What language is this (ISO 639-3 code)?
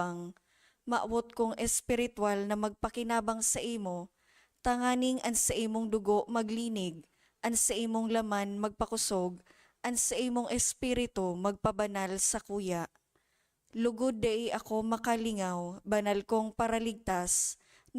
bik